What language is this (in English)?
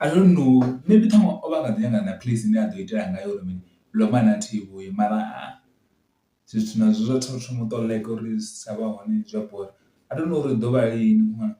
Venda